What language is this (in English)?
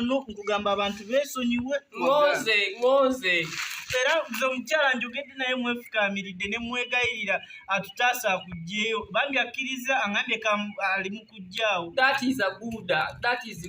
Ganda